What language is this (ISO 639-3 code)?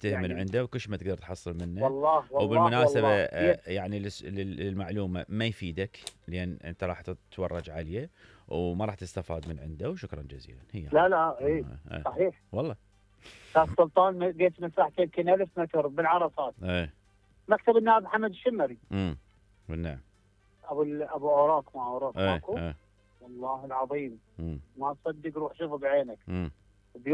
acm